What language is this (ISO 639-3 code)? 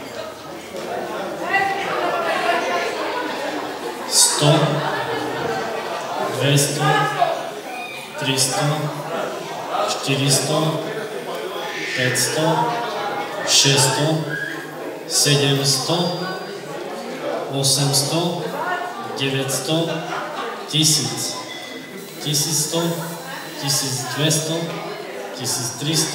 slk